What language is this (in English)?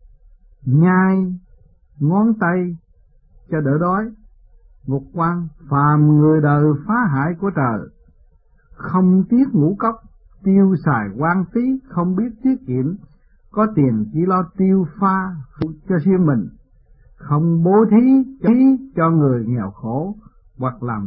Vietnamese